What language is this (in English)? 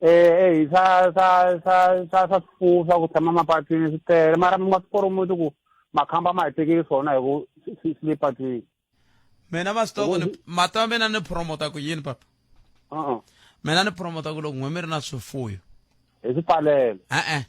Tsonga